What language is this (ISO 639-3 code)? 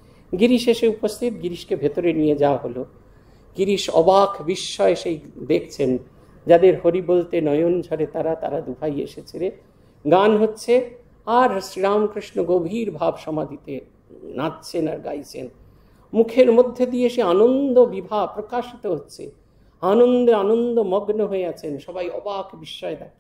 ben